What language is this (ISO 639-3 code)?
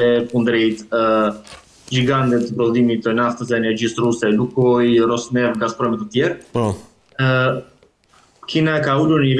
sqi